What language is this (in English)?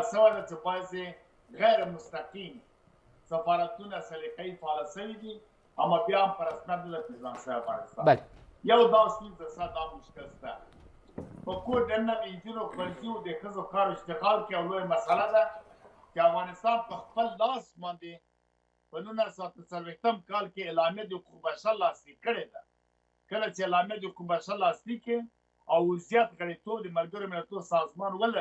Pashto